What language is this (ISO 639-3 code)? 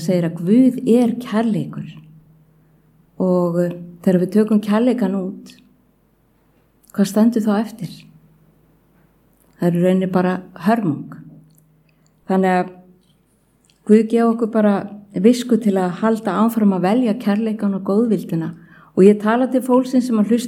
isl